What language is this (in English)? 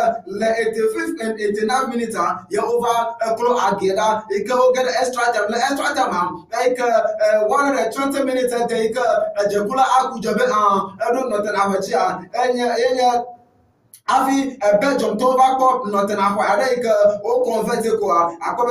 Ewe